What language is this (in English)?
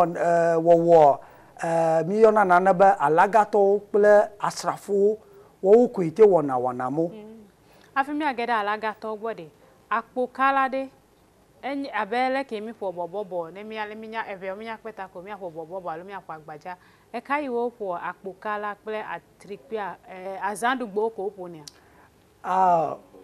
Ewe